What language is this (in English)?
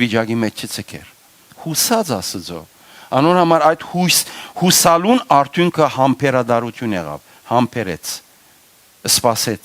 Western Armenian